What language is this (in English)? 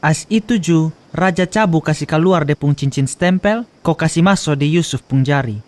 Kupang Malay